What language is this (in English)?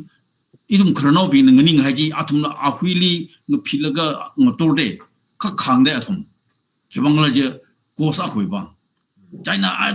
Tangkhul Naga (India)